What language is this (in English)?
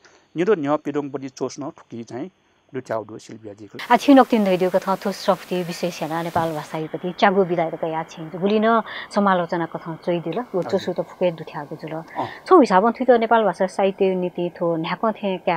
Newari